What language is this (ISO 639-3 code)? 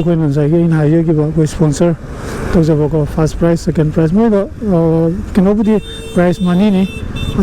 mni